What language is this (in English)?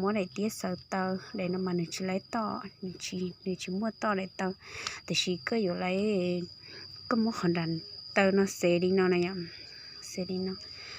Hmong